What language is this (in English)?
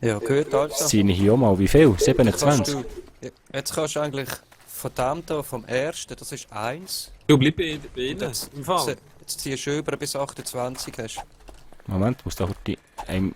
Swiss German